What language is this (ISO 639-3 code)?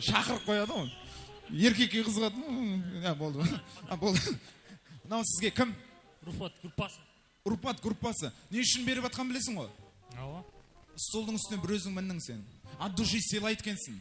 kaa